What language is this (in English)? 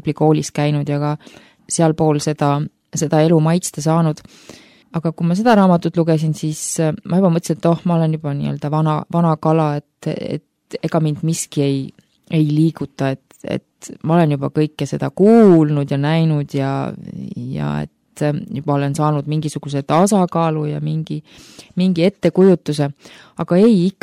Estonian